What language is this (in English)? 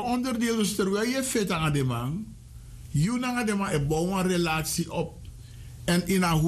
Sranan Tongo